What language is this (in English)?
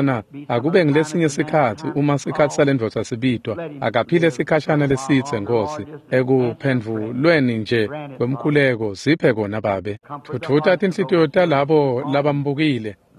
Swati